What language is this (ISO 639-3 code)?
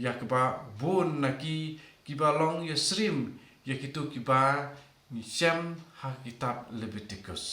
kha